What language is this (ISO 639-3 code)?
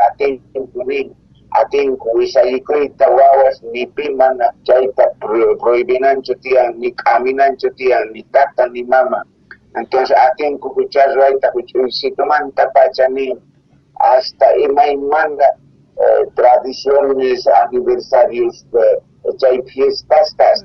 quh